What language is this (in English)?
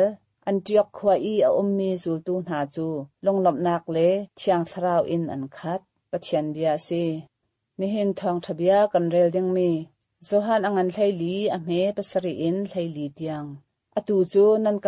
Hakha Chin